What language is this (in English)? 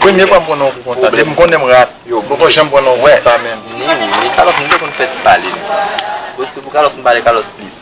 Haitian Creole